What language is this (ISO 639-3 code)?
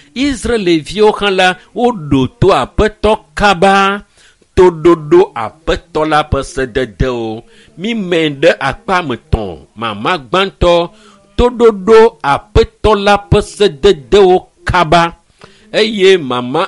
ewe